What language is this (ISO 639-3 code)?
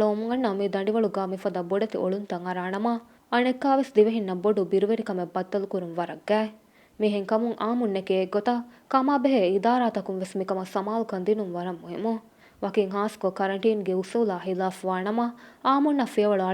div